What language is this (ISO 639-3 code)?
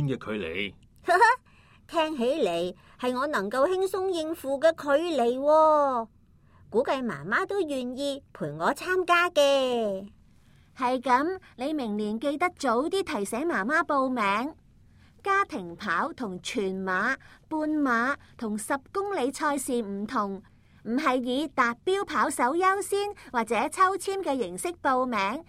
yue